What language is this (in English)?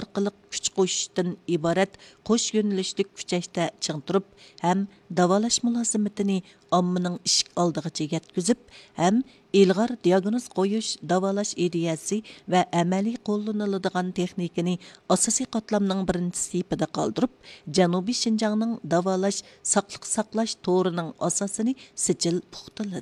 Uyghur